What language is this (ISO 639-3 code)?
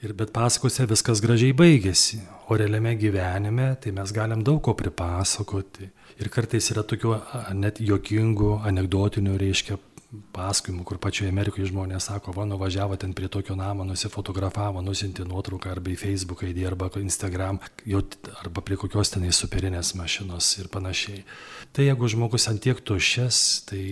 lit